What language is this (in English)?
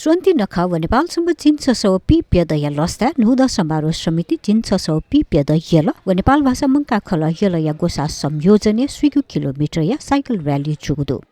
Newari